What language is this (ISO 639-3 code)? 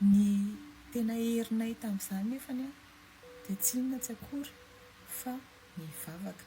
mlg